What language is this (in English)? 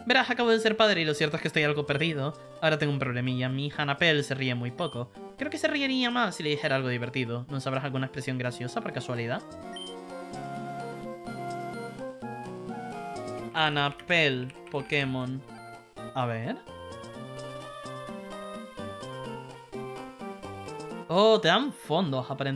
Spanish